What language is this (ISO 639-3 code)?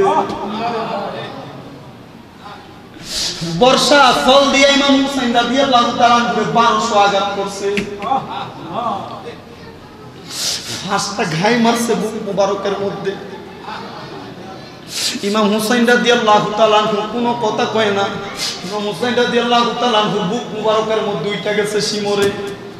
ben